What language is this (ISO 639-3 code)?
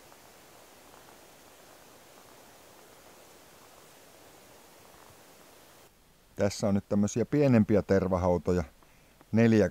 fin